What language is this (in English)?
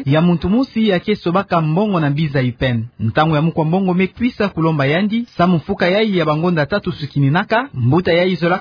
Kituba (Democratic Republic of Congo)